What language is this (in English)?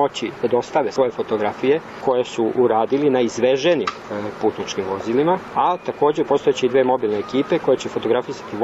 Serbian